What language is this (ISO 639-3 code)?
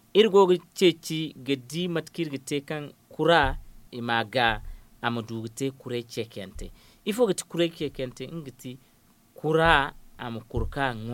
dje